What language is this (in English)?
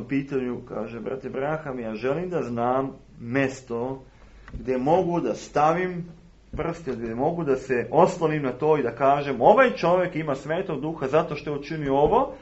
Serbian